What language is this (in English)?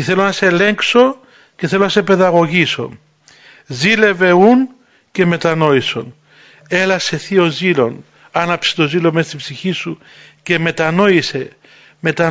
Greek